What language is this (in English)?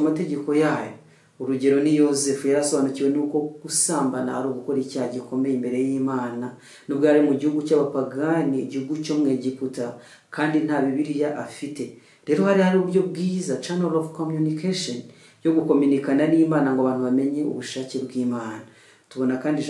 Kinyarwanda